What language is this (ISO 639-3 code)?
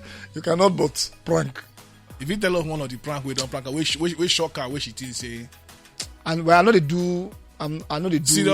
pcm